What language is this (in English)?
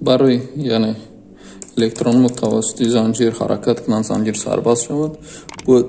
Tajik